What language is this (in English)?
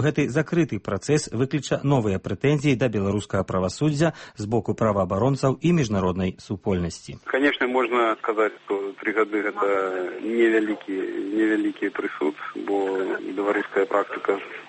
Belarusian